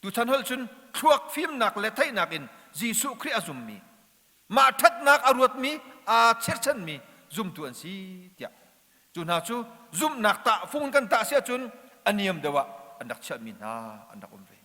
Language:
Hakha Chin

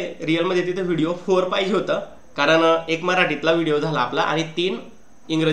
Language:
Marathi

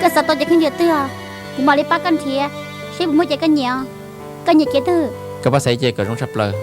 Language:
Hmong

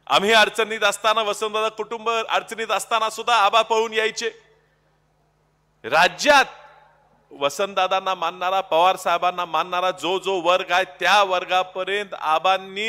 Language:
Marathi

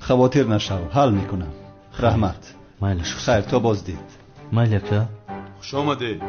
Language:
Tajik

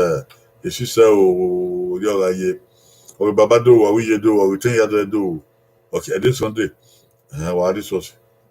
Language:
Bini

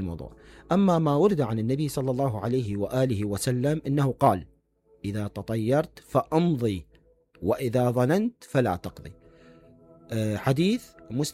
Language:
Mesopotamian Arabic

